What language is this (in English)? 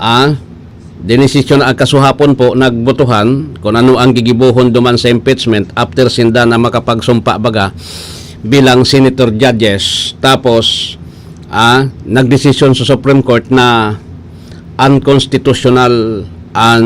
Bikol